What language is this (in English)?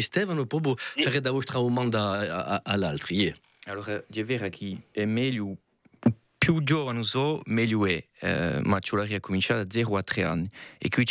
Corsican